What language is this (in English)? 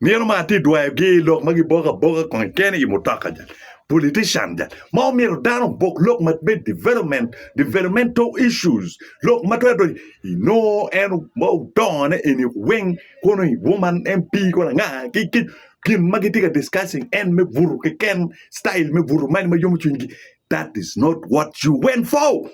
Acoli